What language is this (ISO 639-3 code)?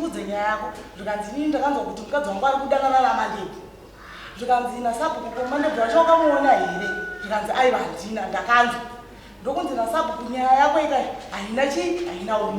sna